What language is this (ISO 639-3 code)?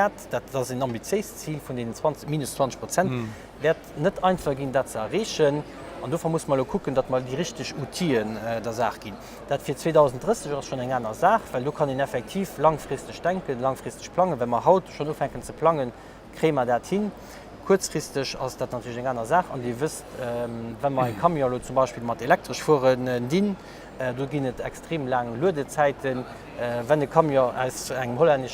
ltz